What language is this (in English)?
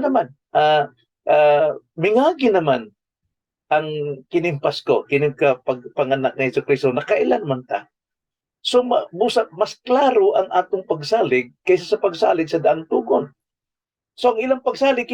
Cebuano